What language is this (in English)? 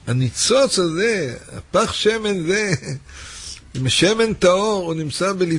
Hebrew